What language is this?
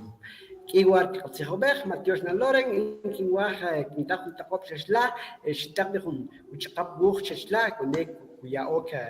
Kʼicheʼ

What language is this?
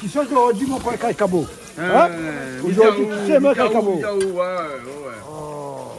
Réunion Creole French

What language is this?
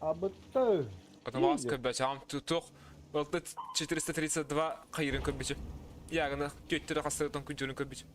Yakut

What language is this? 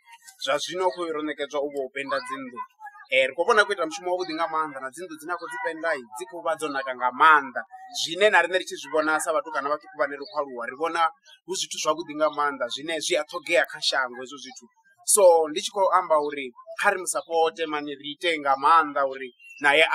Venda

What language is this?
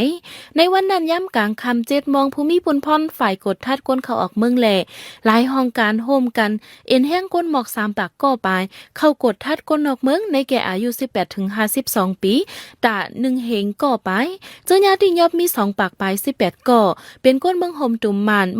Shan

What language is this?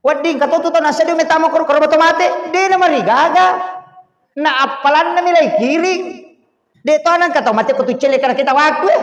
Buginese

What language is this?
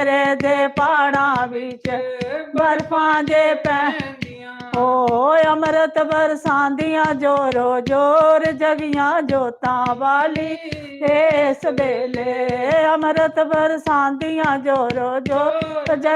Dogri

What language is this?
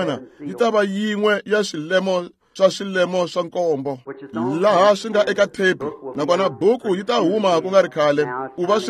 Tsonga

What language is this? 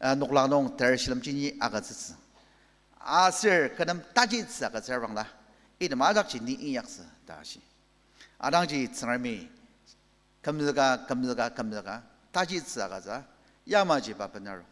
Ao Naga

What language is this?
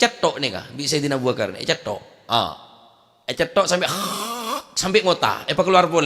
Madurese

